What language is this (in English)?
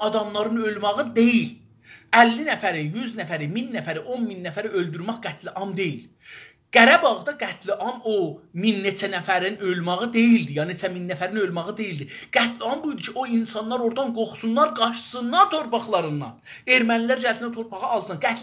South Azerbaijani